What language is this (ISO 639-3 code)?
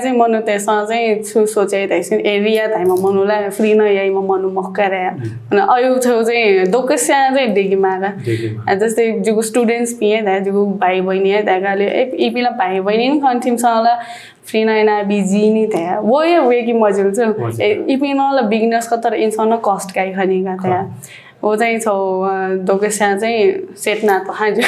new